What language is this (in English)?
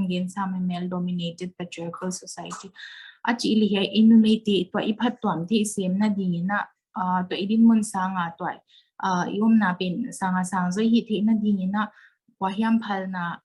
Paite Chin